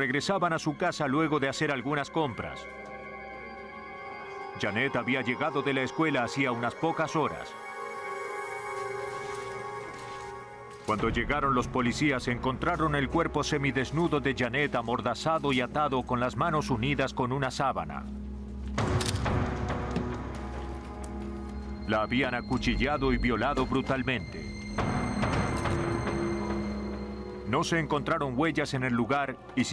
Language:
Spanish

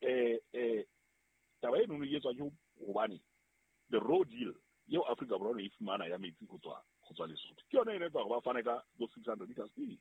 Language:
Southern Sotho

